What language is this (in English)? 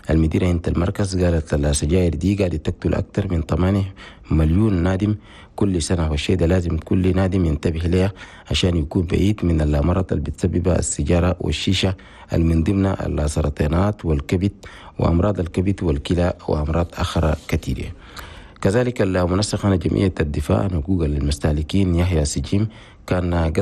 Chadian Arabic